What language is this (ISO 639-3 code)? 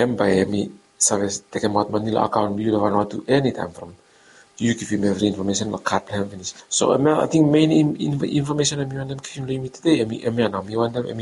bis